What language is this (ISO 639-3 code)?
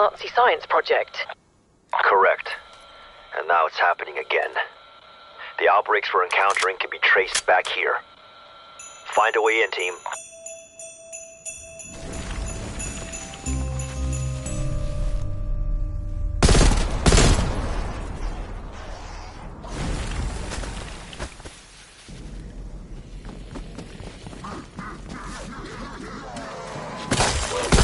eng